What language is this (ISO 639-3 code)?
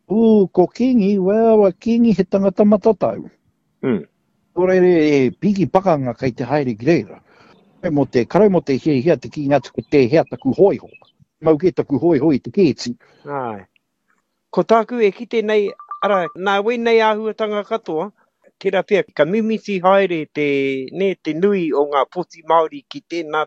mri